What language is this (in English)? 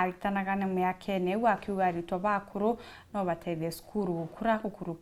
Meru